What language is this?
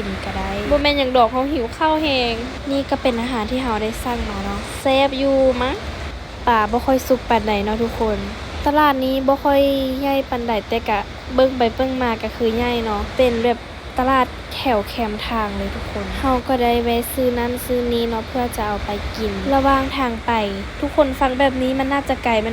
Lao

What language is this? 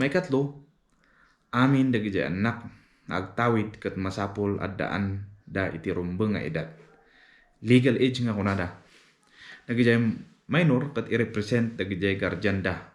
Iloko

